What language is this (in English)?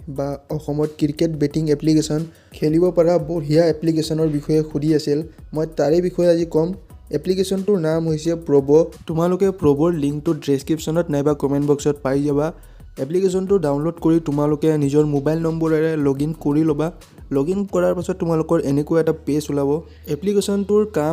Assamese